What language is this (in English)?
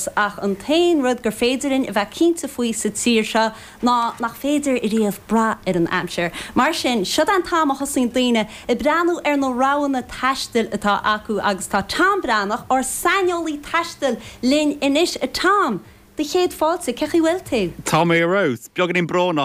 Irish